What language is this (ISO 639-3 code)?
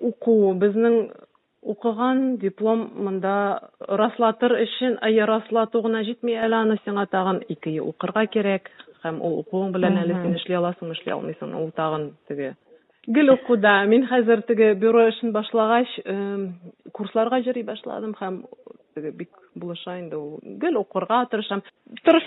tat